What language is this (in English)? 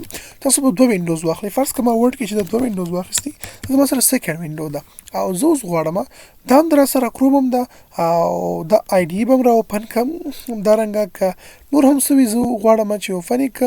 Pashto